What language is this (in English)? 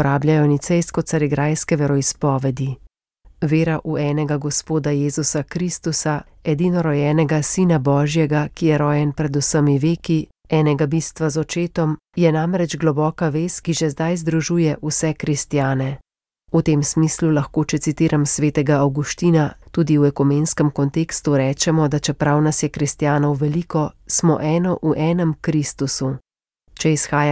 Slovenian